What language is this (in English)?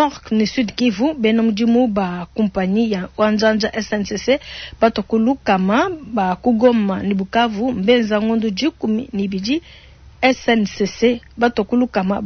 Luba-Lulua